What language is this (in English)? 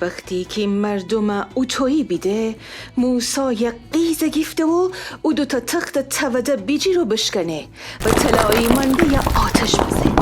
Gilaki